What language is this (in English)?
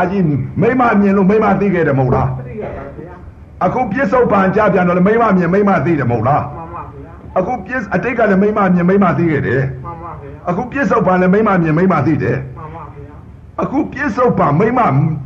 Burmese